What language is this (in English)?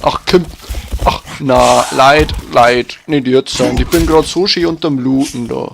Bavarian